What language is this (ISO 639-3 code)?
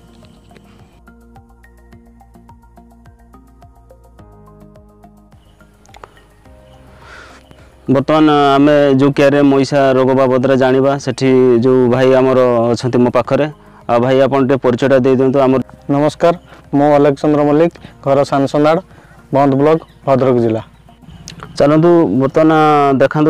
ori